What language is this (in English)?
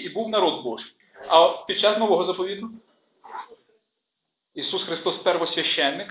Ukrainian